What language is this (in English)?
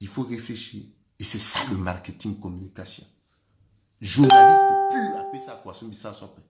Sango